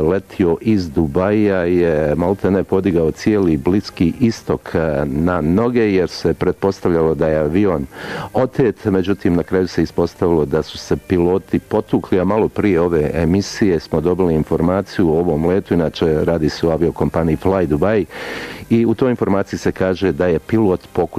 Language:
Bosnian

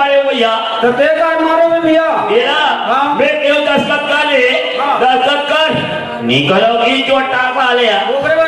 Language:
Chhattisgarhi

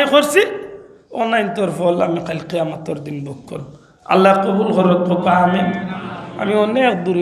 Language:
Sylheti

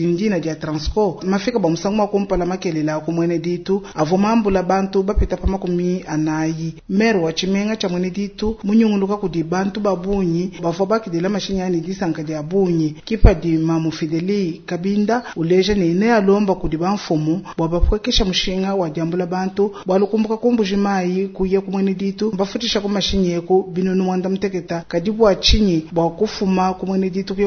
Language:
Luba-Lulua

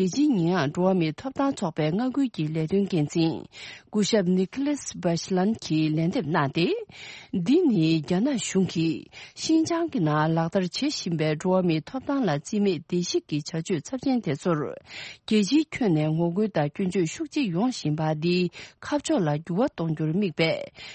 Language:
Tibetan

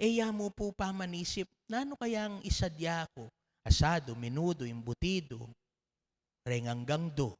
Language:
Pampanga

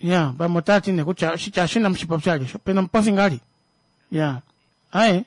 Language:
Kuanyama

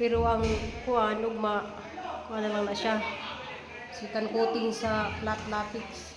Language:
Cebuano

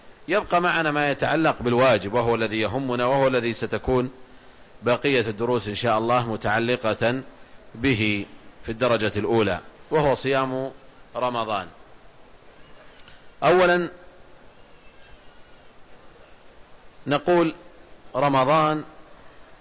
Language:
Arabic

